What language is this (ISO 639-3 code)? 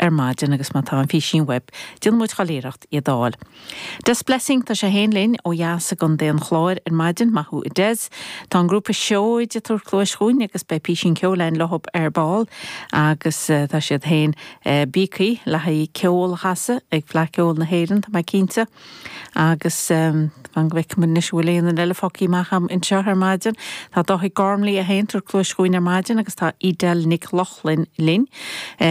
gle